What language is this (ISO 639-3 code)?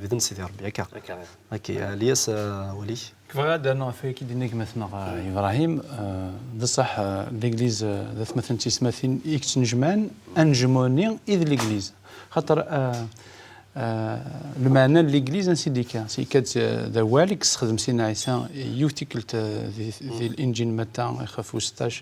kab